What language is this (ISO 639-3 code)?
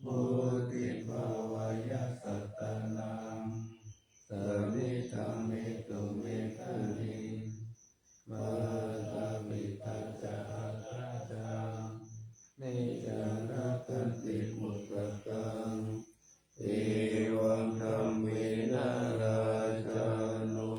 pli